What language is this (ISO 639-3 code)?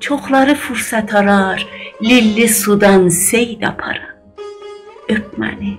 azb